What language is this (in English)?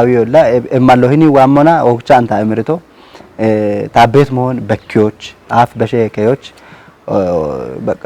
Kafa